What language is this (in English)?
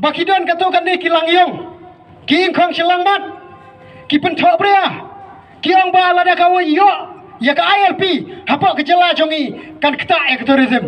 Khasi